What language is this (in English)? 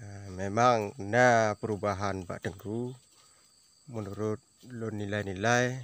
Achinese